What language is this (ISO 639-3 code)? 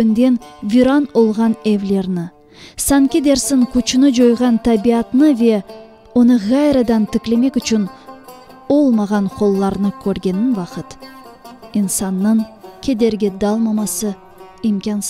crh